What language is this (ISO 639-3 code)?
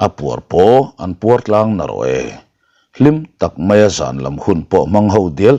lus